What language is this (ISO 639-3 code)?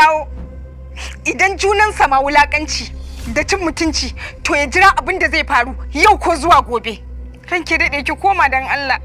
hau